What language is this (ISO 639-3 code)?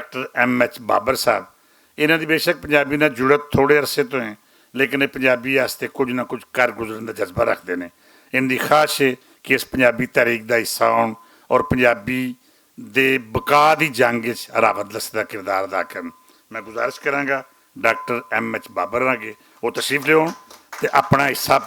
lah